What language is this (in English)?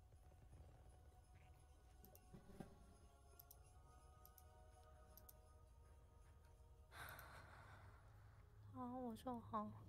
Chinese